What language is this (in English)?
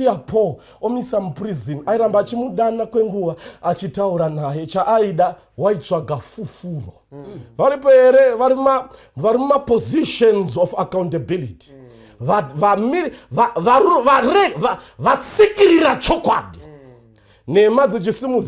Shona